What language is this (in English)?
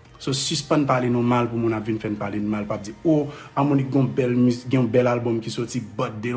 Haitian Creole